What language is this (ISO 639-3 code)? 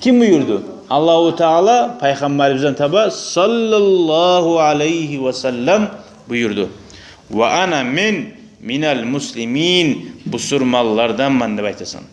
kum